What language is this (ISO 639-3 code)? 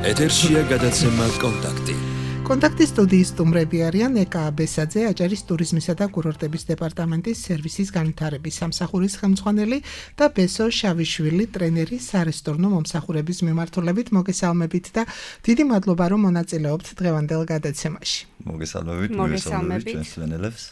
kat